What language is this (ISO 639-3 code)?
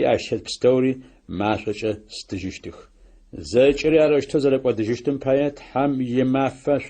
ady